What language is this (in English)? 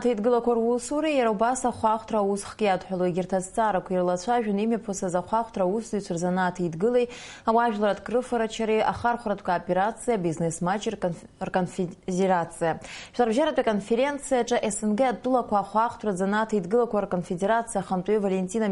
Abkhazian